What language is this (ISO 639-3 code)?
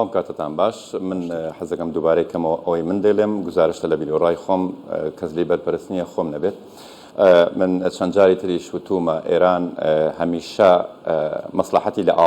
ckb